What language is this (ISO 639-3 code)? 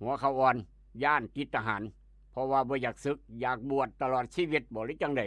tts